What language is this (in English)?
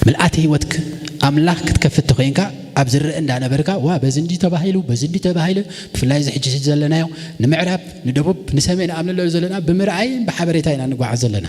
Tigrinya